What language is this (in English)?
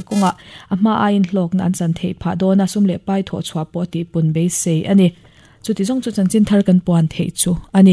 Mizo